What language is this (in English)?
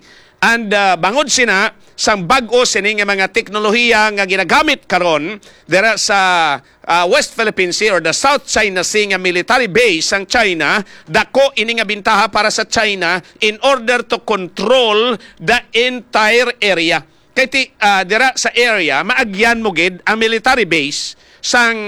Hiligaynon